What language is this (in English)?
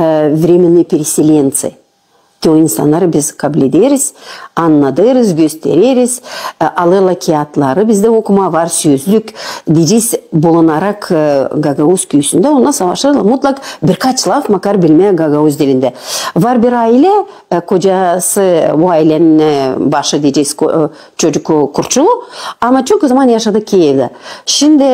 Gagauz